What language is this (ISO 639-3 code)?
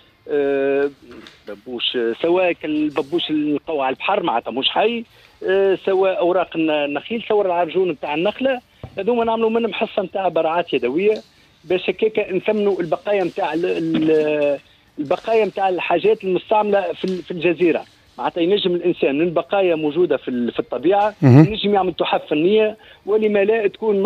aeb